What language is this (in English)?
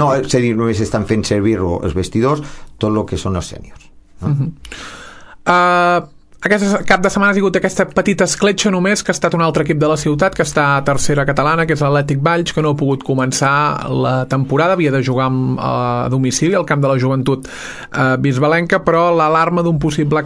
Catalan